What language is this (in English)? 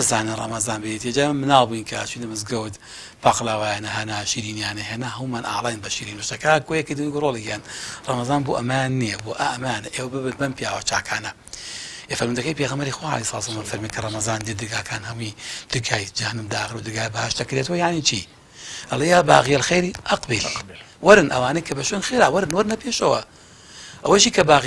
Central Kurdish